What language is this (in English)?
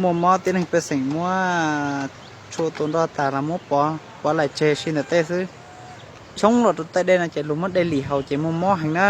Hmong